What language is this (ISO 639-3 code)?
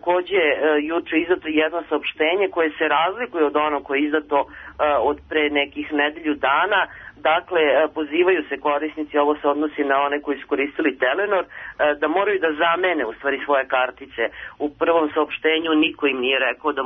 srp